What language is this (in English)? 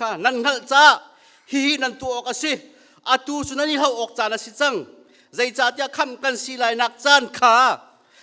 Hakha Chin